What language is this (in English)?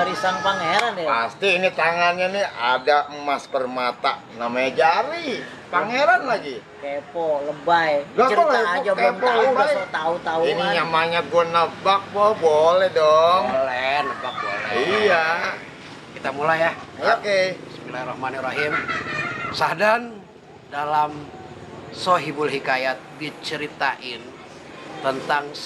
Betawi